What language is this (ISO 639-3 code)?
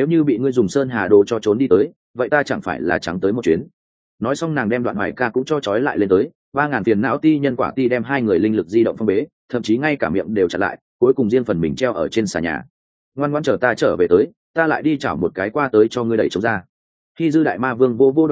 vie